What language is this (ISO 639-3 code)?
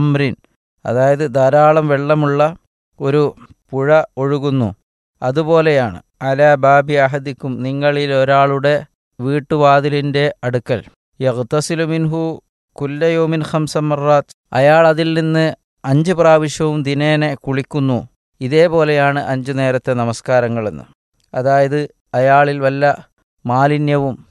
mal